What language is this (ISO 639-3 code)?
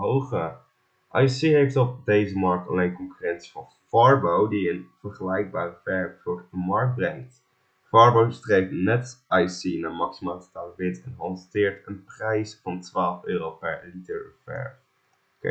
nld